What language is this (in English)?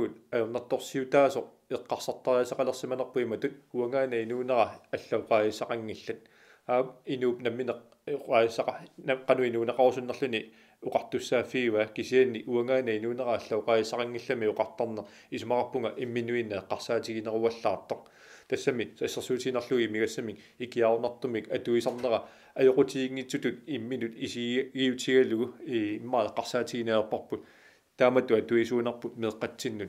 Kalaallisut